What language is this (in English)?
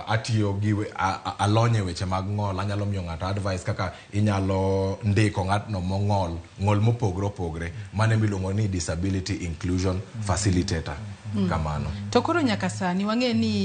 Luo (Kenya and Tanzania)